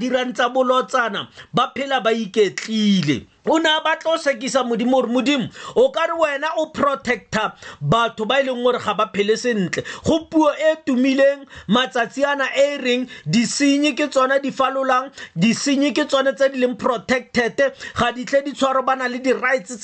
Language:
Tswana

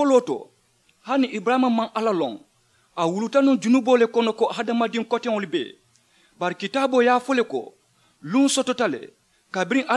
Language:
Mandingo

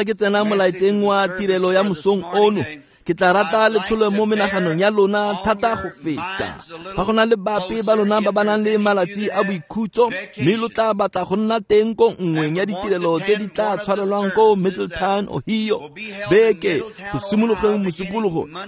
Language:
Tswana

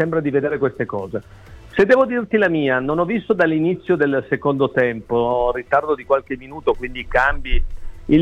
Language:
Italian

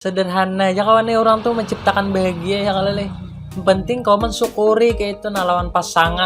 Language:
Banjar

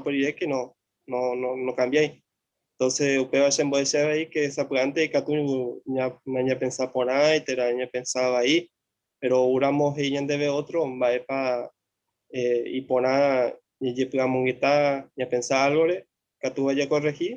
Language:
Guarani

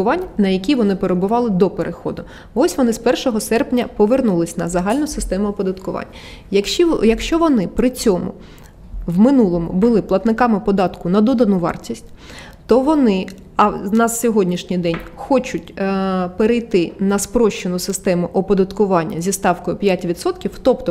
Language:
Ukrainian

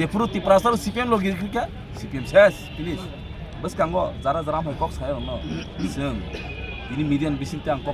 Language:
Kok Borok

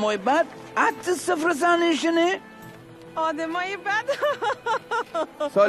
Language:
Mazanderani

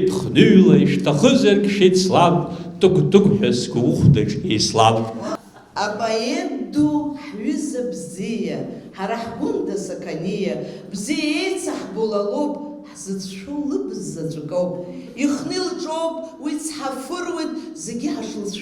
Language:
Abkhazian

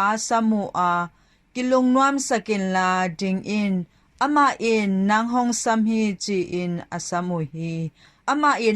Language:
Tedim Chin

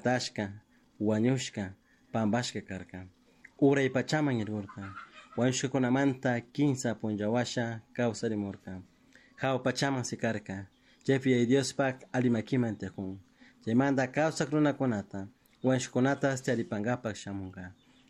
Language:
Chimborazo Highland Quichua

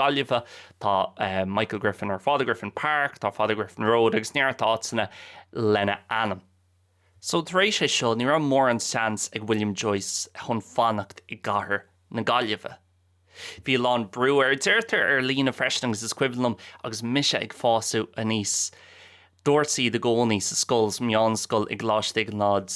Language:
Irish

